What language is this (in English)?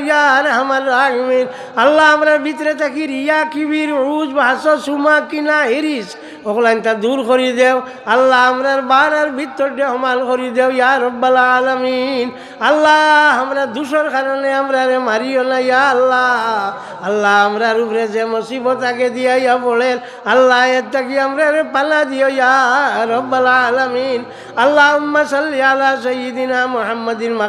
Sylheti